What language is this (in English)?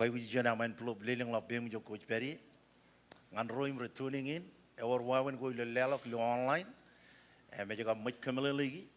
Marshallese